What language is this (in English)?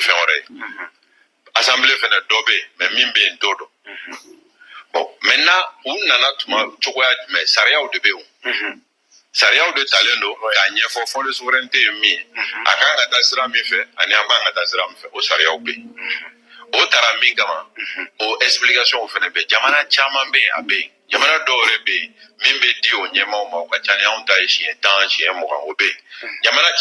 Bambara